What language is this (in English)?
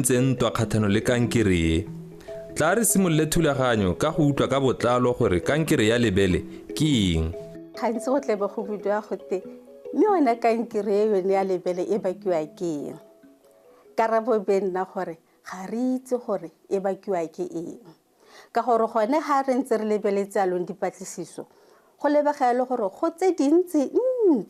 Tswana